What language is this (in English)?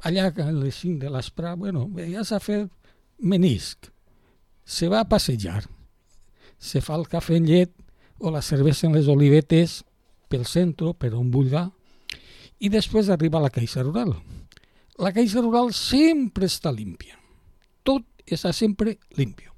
Catalan